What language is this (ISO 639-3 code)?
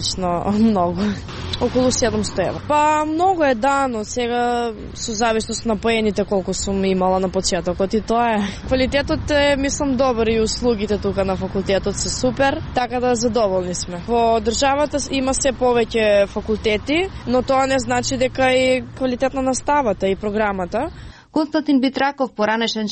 mkd